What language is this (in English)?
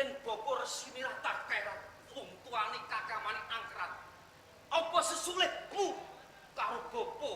Javanese